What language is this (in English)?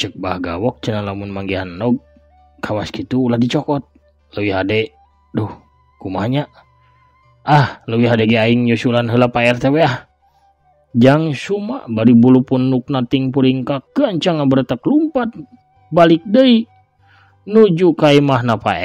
Sundanese